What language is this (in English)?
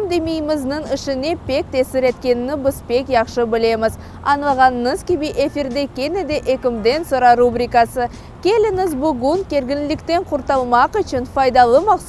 Crimean Tatar